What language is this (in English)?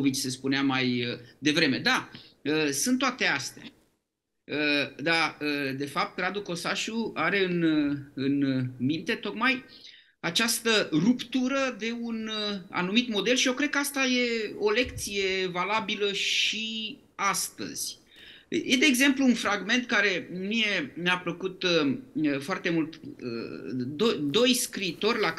Romanian